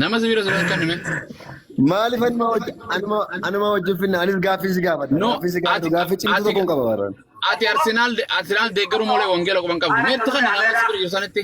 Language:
Oromo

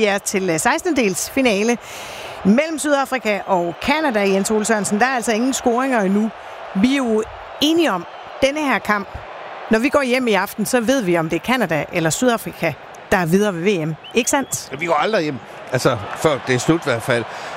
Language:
Danish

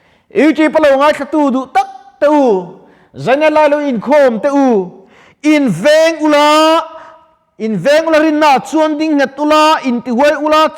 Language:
Mizo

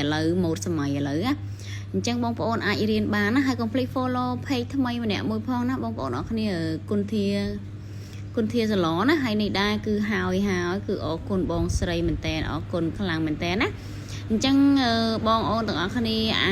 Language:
Khmer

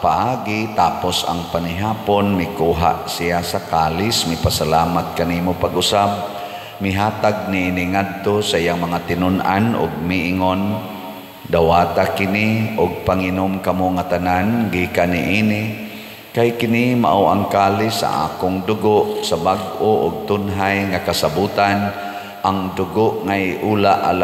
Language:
Cebuano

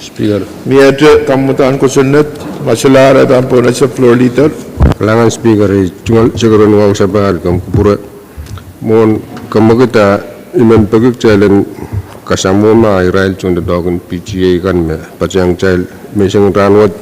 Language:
Pohnpeian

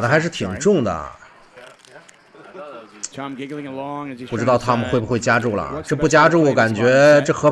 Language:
Chinese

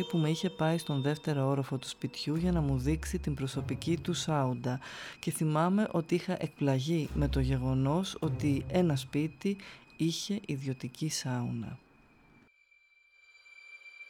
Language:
Greek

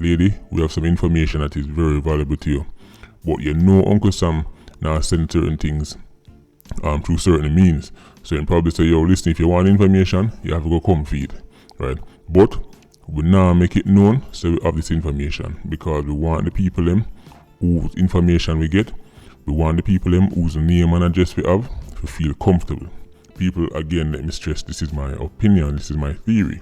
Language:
Jamaican Creole English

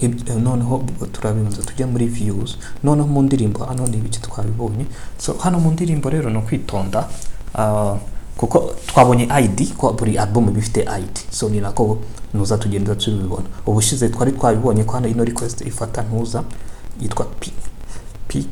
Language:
Kinyarwanda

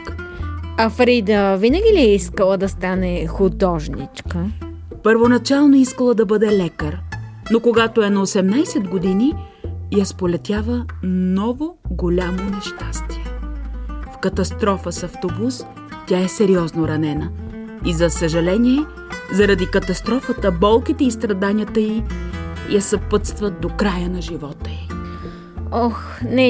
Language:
Bulgarian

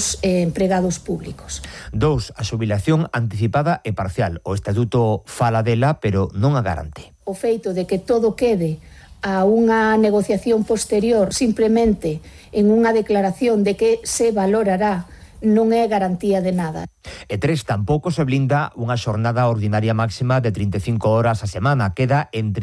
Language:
Galician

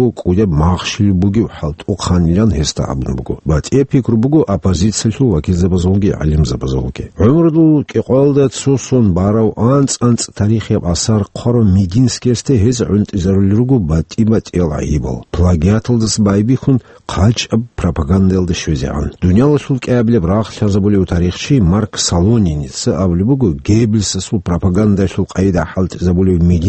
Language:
Avaric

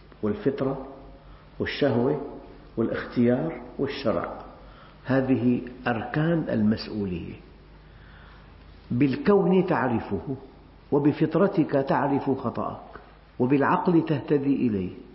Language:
Arabic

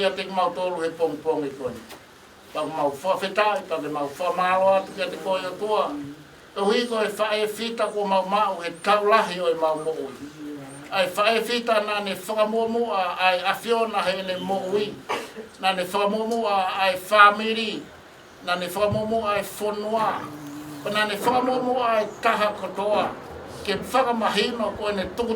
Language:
Tongan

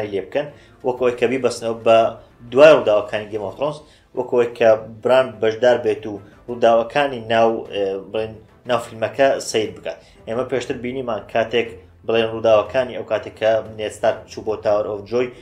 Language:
Central Kurdish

